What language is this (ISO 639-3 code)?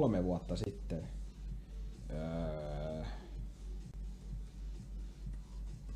fin